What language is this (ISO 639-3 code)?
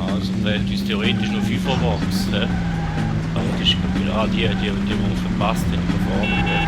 gsw